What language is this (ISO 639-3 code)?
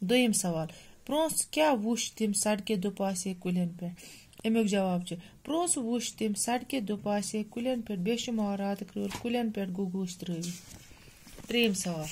kas